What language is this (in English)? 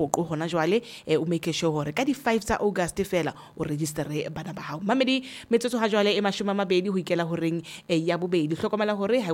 Northern Sotho